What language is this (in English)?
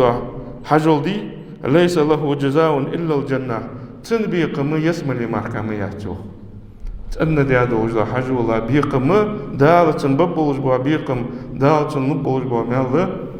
Ingush